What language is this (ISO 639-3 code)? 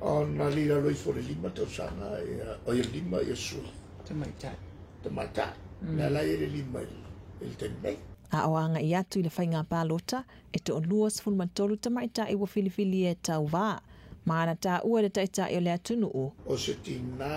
smo